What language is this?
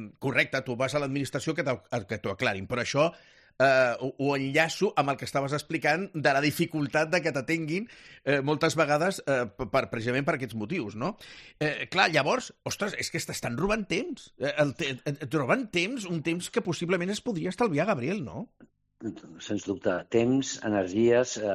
Catalan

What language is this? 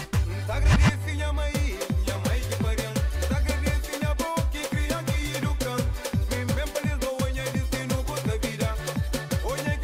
Kabuverdianu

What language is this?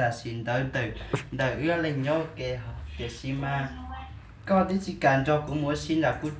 Hmong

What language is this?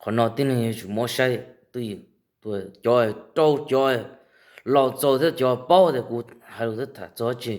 Hmong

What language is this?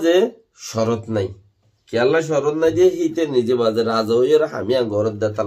Rohingya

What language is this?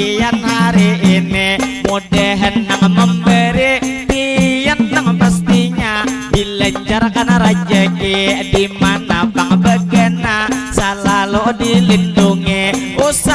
Banjar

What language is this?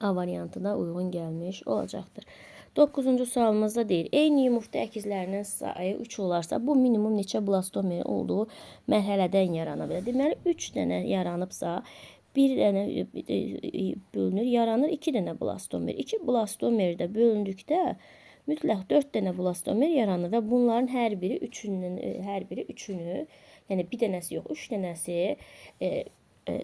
Azerbaijani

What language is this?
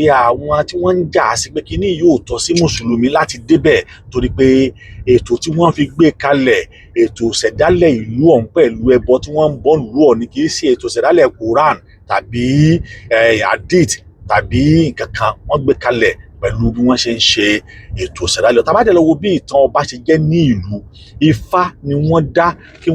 Yoruba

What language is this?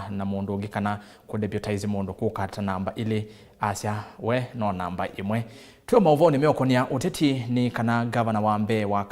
Kamba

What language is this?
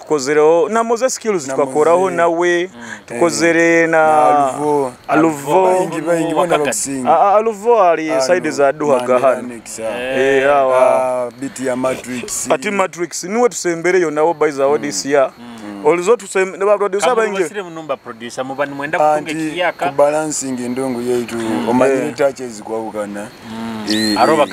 Nyoro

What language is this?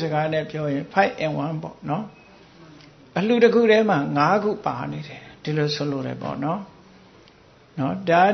Burmese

